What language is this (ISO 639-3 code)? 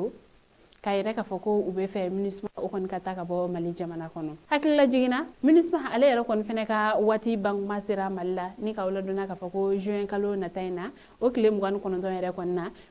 bam